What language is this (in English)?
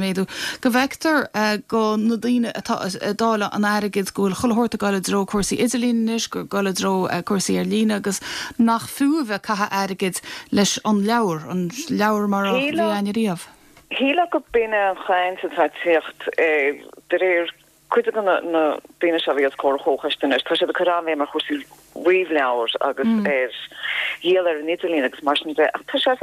Irish